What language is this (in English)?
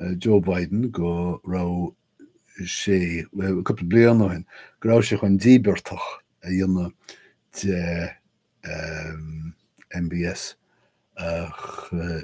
Irish